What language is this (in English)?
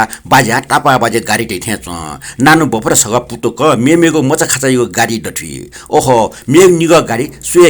Newari